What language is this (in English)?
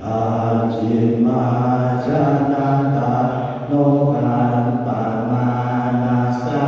Pali